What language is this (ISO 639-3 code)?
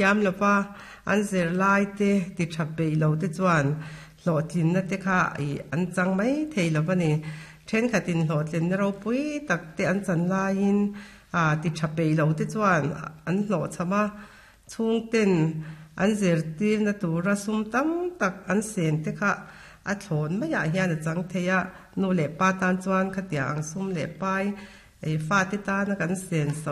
lus